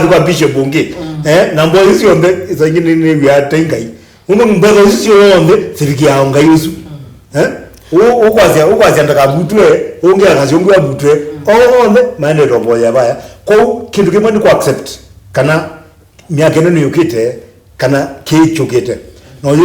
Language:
Kamba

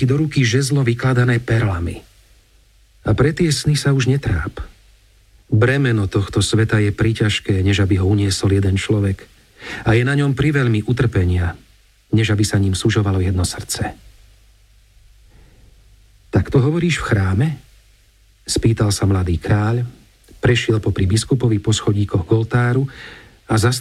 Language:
Slovak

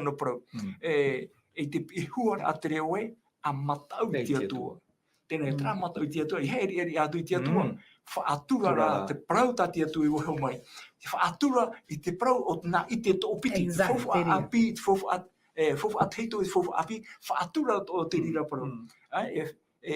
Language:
Tahitian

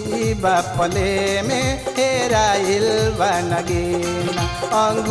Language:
Bhojpuri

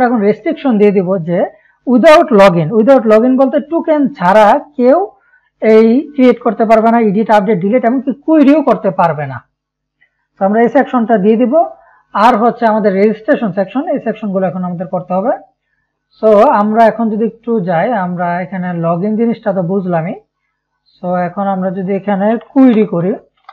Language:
Bangla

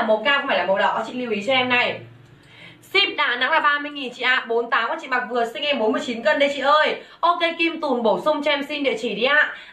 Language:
Vietnamese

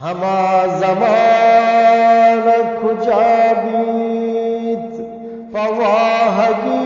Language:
Eastern Balochi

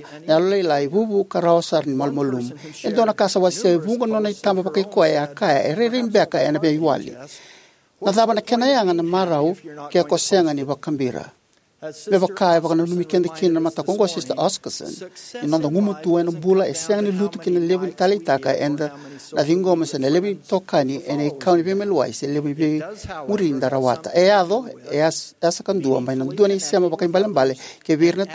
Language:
Fijian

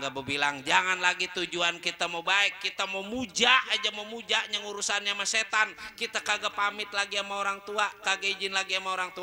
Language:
Betawi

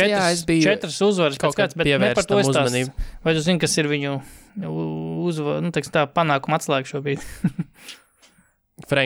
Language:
Latvian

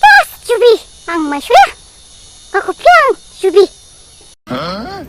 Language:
Dimasa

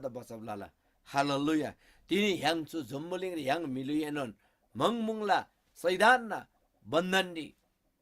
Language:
Eastern Tamang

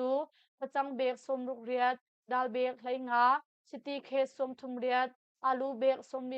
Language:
Hakha Chin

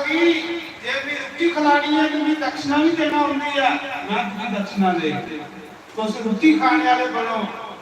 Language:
Dogri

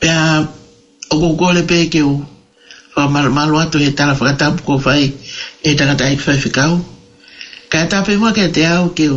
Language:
Tongan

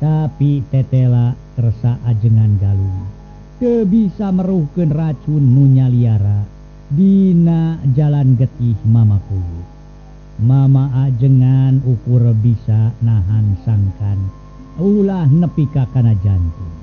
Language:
Sundanese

